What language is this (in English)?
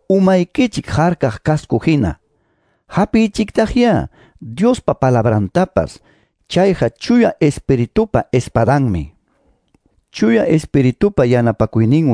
Quechua